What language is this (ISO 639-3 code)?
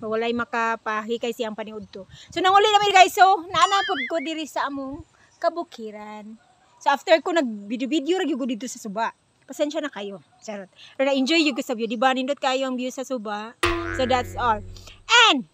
ceb